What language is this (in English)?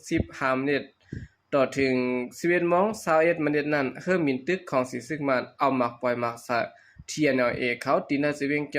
Shan